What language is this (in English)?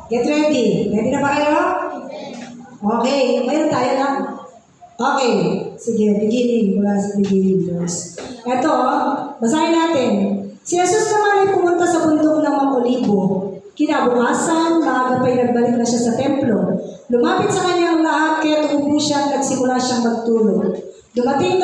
Filipino